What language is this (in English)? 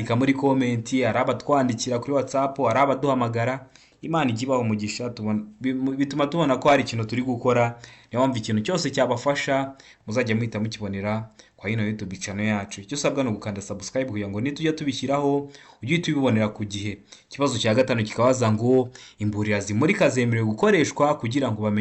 Kinyarwanda